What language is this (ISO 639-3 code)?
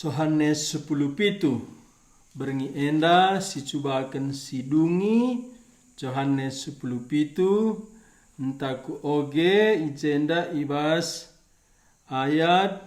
btx